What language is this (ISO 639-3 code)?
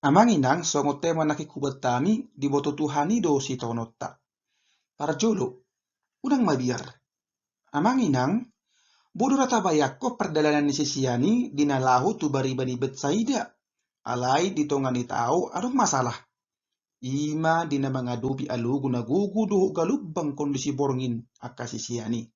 bbc